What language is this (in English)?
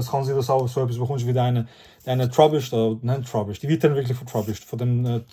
Swiss German